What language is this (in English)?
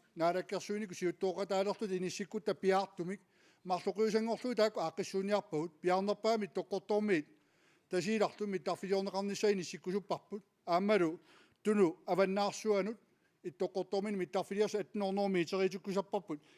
Kalaallisut